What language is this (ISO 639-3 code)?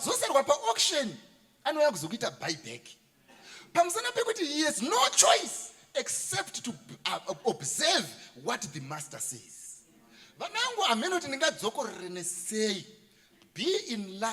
sna